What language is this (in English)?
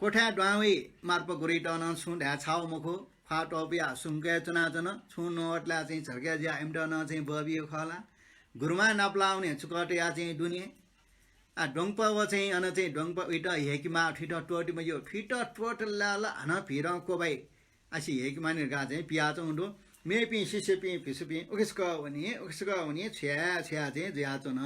Newari